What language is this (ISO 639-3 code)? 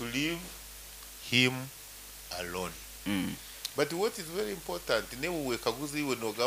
nyo